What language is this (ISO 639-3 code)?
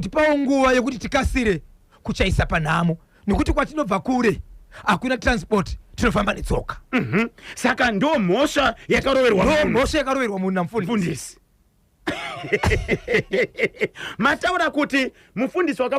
sna